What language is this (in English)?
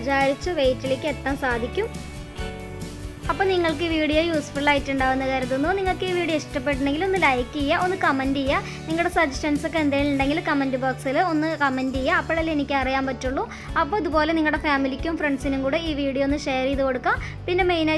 Malayalam